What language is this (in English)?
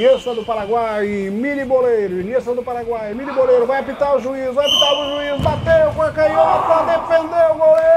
Portuguese